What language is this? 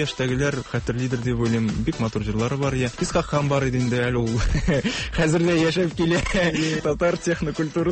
Tatar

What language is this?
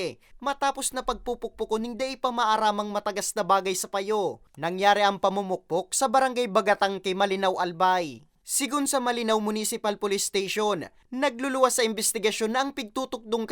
Bikol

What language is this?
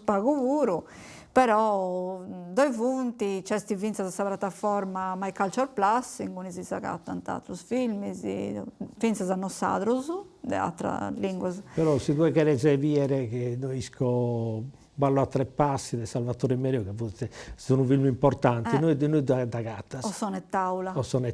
Sardinian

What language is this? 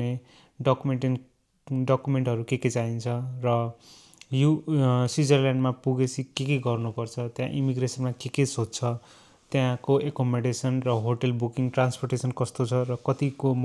Nepali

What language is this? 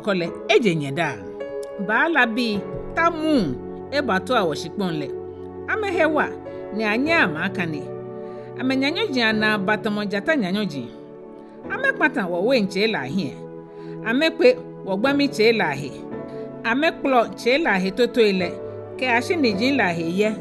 Ga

